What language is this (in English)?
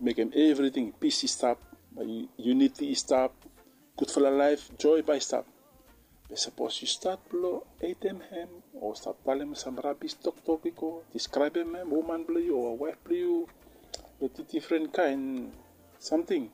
Bislama